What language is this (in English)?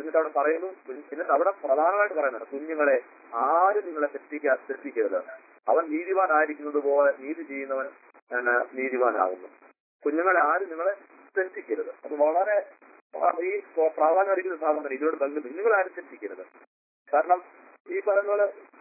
Malayalam